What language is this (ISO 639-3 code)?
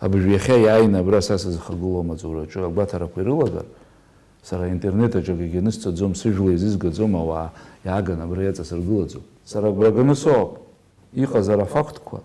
abk